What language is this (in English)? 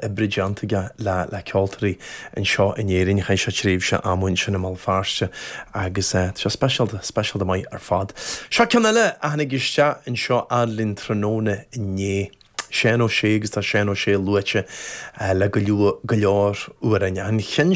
Irish